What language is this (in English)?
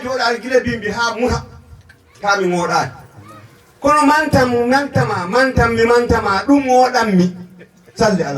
Fula